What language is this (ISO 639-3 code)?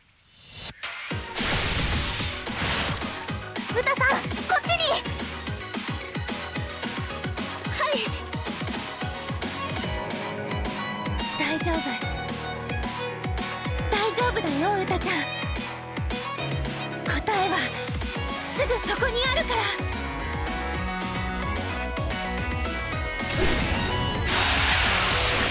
jpn